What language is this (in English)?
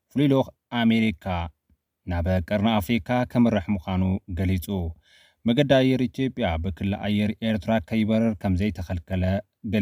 Tigrinya